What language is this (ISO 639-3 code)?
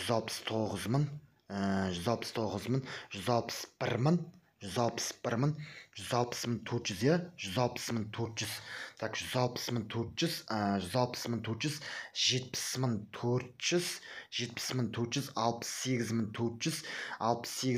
kaz